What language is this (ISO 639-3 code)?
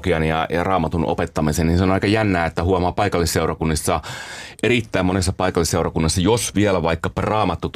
fin